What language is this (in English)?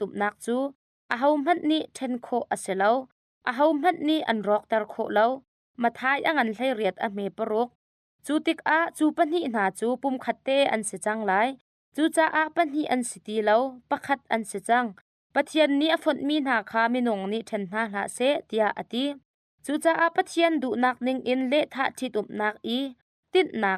Hakha Chin